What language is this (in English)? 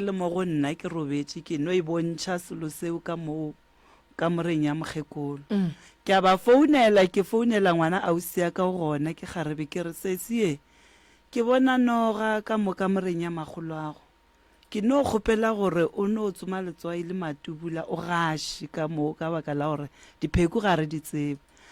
Northern Sotho